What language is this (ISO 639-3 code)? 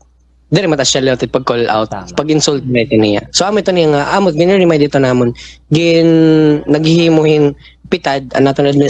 war